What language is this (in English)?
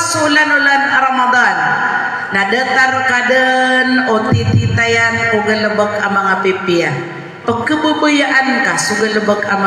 Maranao